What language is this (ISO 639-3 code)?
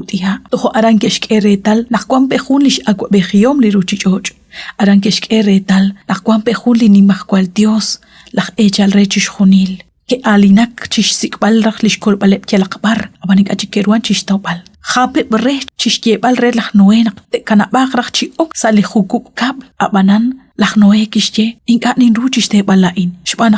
kek